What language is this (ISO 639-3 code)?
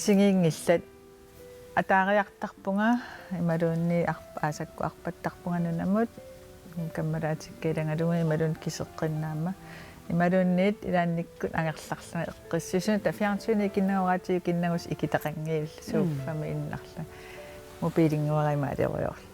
kal